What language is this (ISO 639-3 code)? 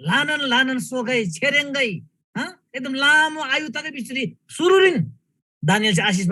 taj